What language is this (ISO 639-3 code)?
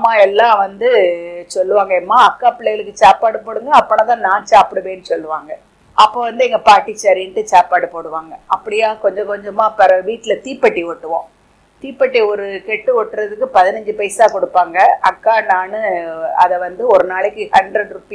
tam